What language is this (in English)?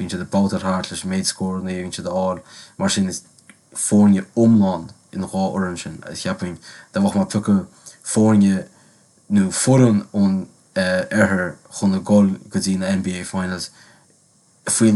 Irish